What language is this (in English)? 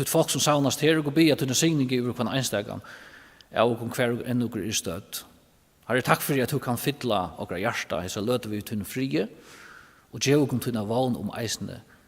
Faroese